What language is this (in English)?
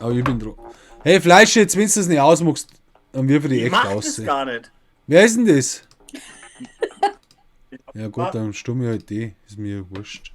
Bavarian